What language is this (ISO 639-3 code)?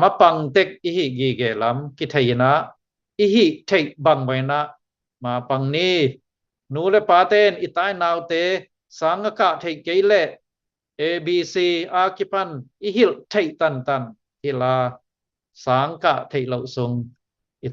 ctd